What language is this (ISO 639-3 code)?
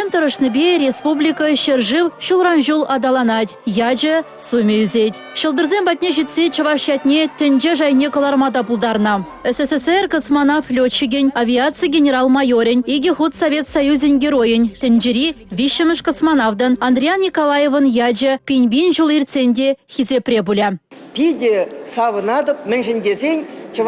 chv